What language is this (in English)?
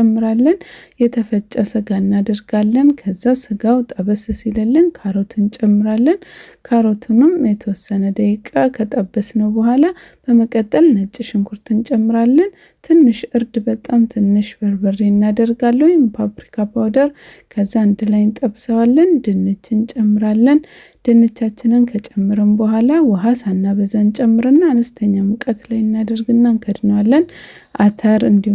Amharic